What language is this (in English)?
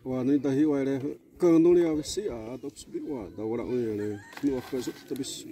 Xavánte